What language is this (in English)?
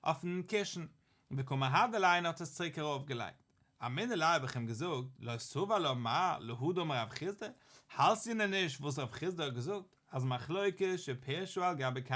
Yiddish